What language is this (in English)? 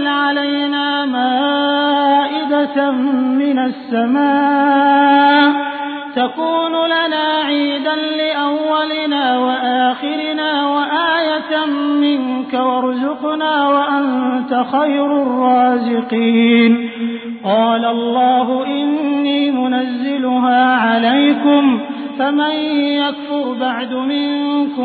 Arabic